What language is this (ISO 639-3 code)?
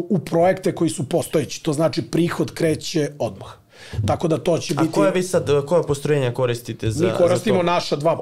srp